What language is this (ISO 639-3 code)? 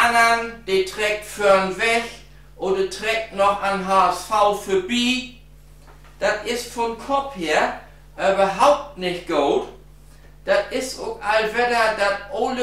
nds